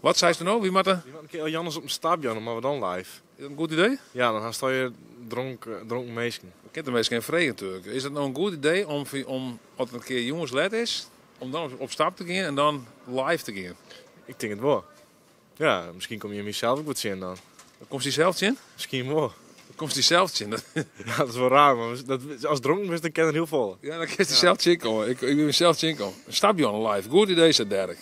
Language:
Western Frisian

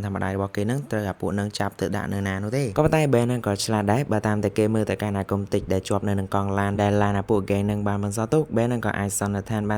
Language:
Khmer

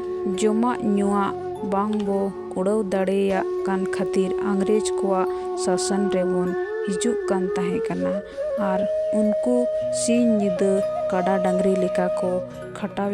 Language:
Santali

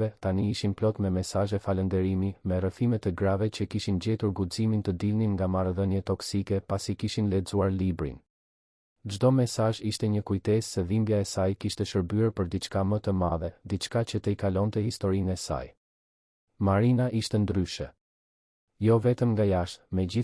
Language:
Albanian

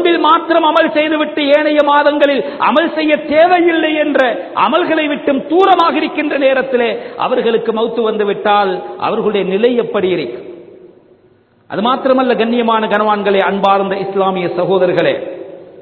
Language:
Tamil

